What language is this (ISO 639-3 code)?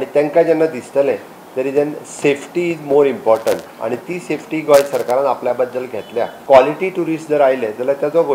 kok